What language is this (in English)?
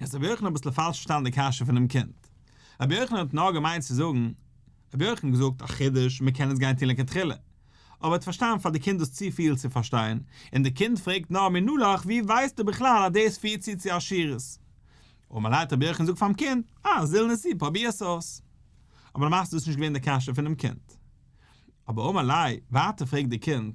Yiddish